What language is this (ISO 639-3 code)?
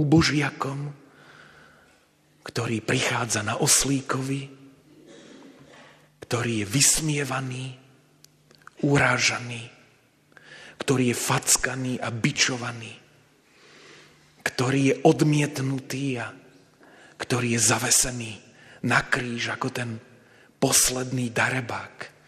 slk